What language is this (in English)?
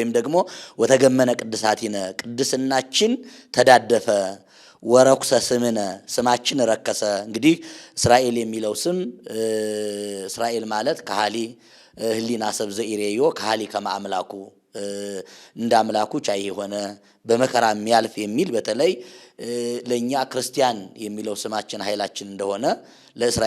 Amharic